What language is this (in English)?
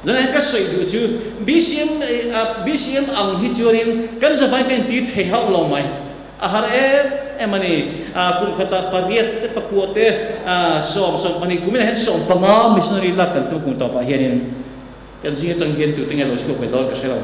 Mizo